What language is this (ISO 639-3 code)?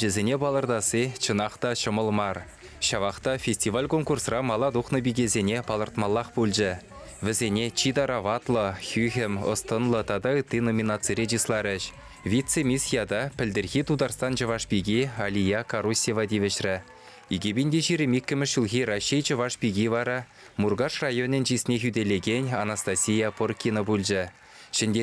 chv